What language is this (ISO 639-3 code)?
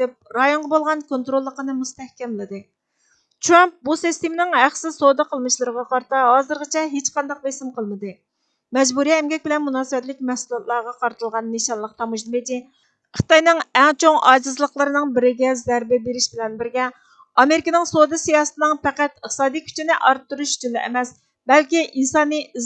uig